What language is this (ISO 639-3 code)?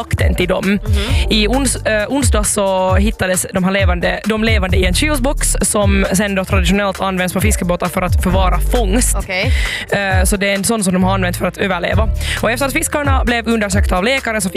swe